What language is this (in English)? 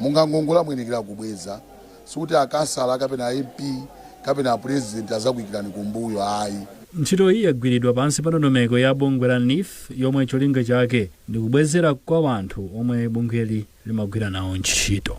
Nyanja